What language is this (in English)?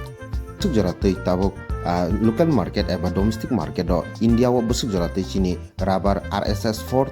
Kok Borok